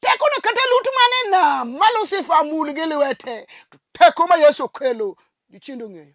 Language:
Luo (Kenya and Tanzania)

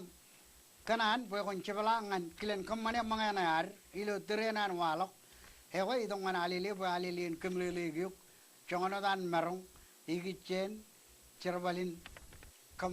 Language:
Marshallese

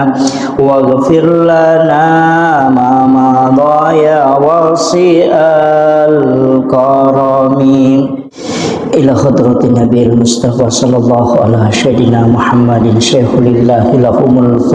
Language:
Buginese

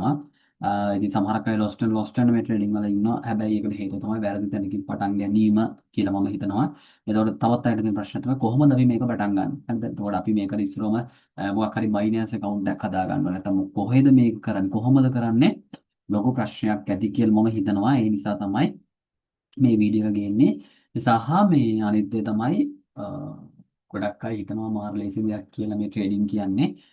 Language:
Sinhala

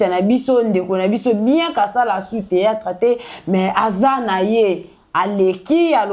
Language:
Lingala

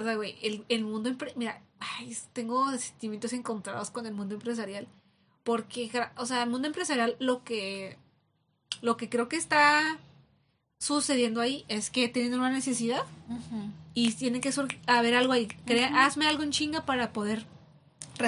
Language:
Spanish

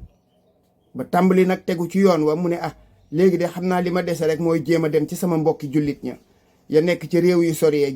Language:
Wolof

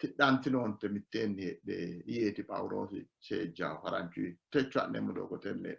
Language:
Sidamo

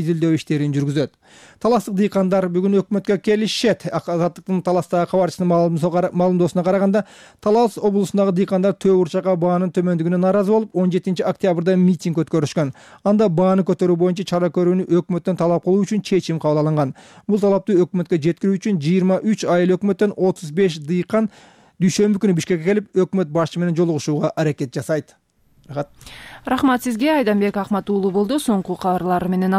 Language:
Kyrgyz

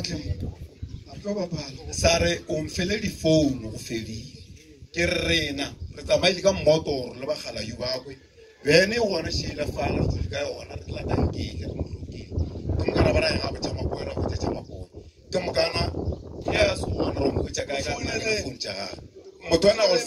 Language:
Northern Sotho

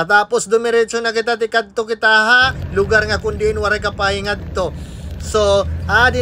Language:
Waray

